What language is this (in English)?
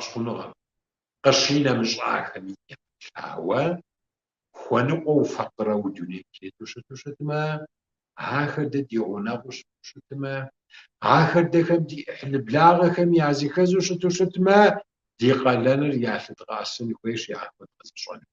Kabardian